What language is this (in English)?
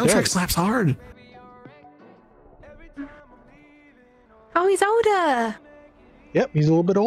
English